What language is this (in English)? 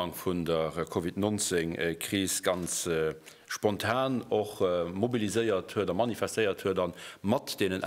Luxembourgish